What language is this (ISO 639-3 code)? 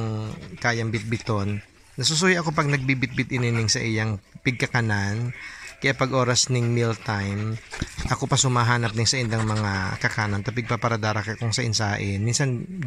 bik